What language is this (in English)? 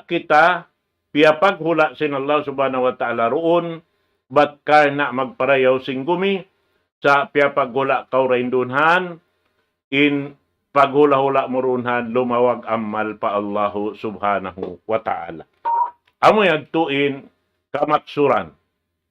Tausug